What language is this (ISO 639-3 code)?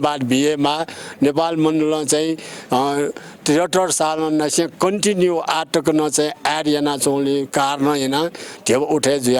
new